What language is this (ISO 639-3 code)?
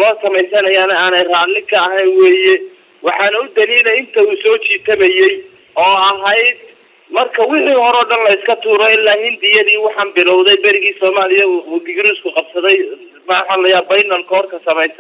som